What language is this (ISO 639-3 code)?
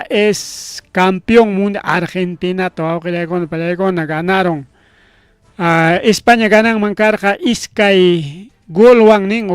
quy